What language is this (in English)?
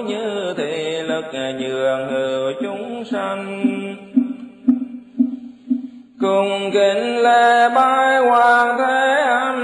Vietnamese